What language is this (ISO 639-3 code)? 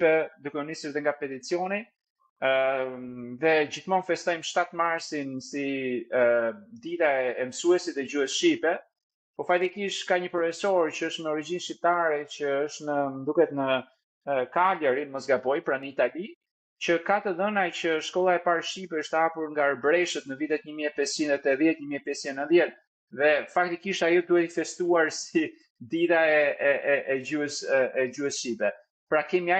sqi